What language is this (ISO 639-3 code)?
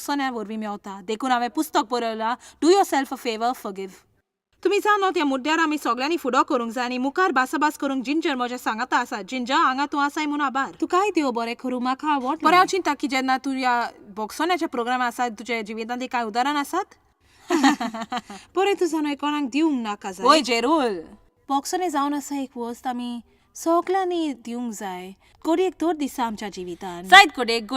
kok